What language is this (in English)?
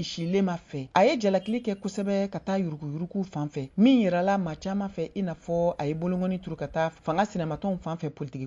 Bambara